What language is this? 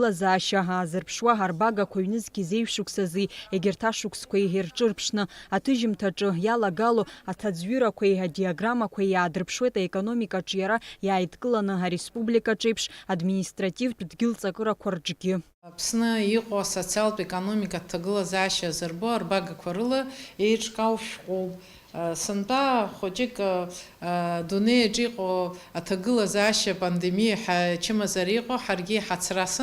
Abkhazian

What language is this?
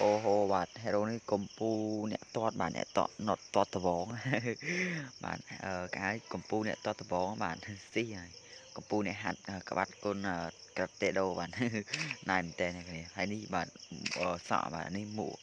Khmer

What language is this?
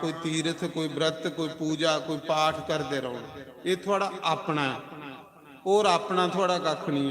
Dogri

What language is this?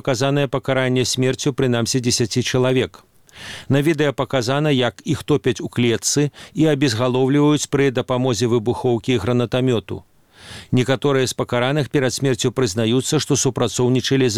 Belarusian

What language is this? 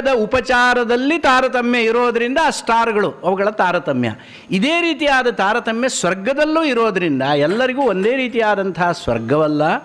Kannada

